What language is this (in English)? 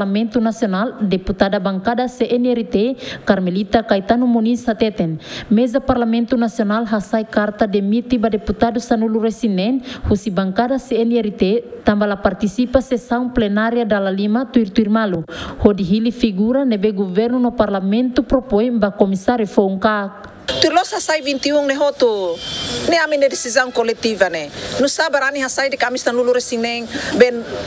Tetum